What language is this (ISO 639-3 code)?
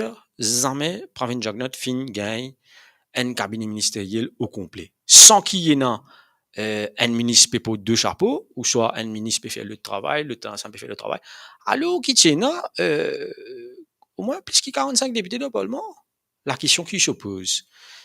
mfe